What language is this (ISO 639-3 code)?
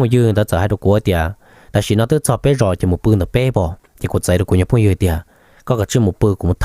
hmn